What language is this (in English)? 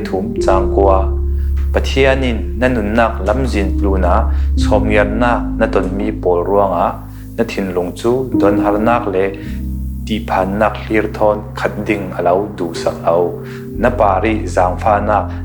Falam Chin